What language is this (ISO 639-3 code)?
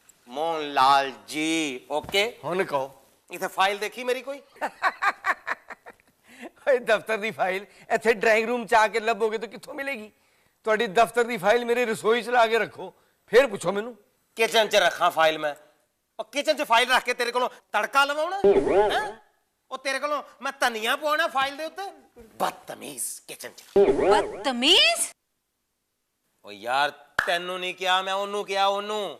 pan